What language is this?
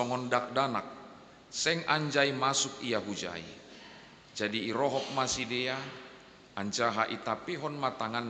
Batak Simalungun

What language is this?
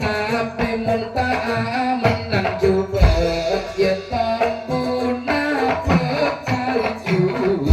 Madurese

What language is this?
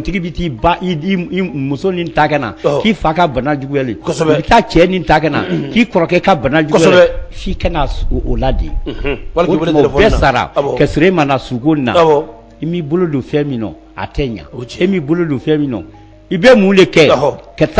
Bambara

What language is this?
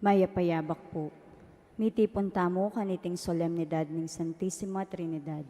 Pampanga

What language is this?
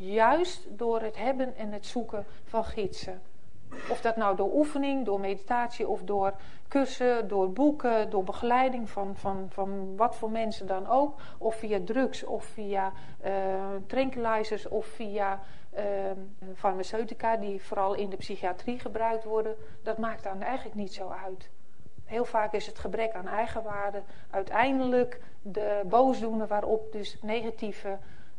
Dutch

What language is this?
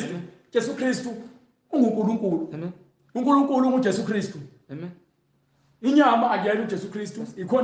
Zulu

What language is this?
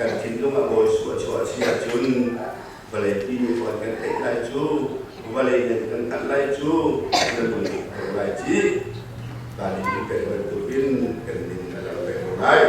Hakha Chin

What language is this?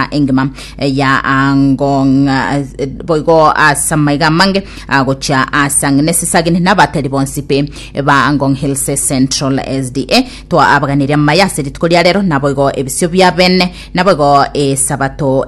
Gusii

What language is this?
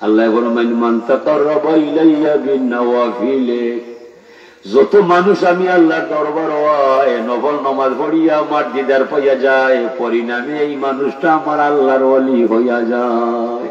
Sylheti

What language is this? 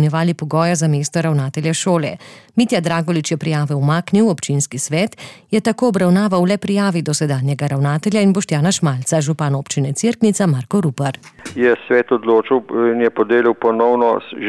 Slovenian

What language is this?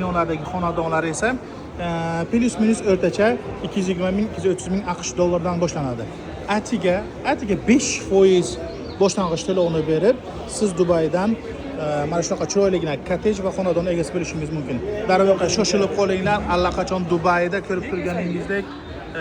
Uzbek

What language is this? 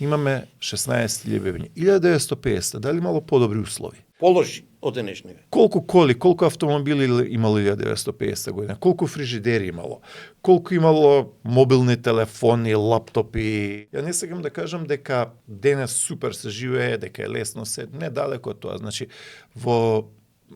Macedonian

